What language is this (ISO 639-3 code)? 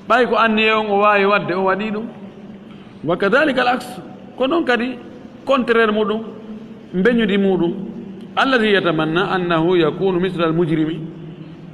ful